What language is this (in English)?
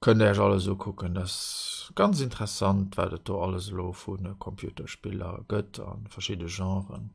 Luxembourgish